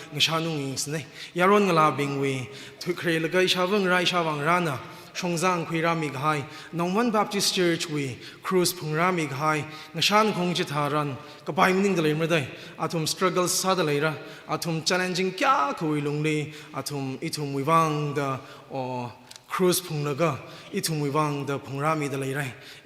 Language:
Tangkhul Naga (India)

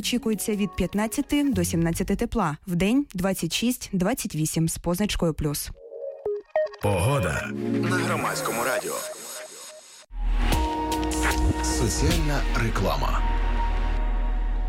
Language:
Ukrainian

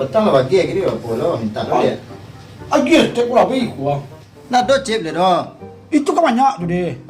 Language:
Minangkabau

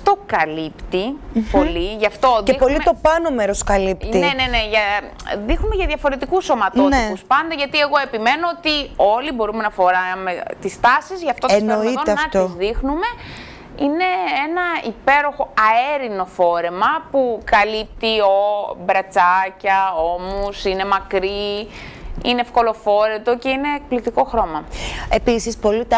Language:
Greek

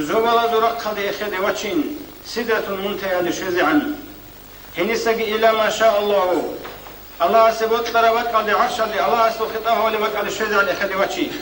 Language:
Avaric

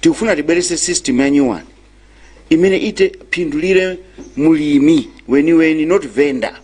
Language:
Nyanja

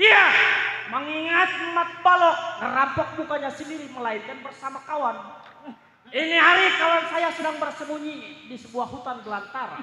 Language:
Betawi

